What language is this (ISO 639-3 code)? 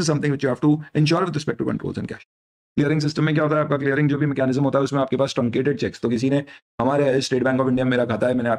hin